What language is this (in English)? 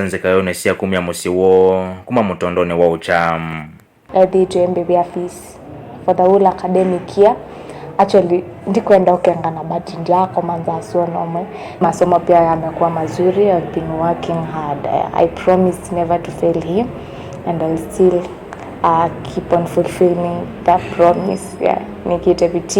Kamba